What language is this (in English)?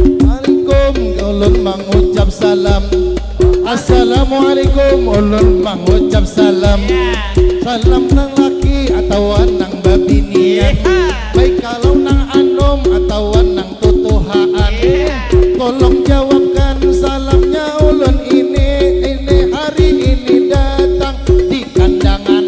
Banjar